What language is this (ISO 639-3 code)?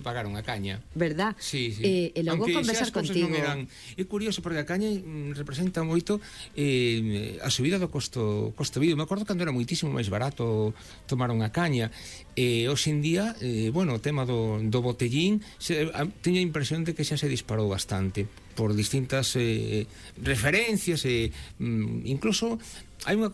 glg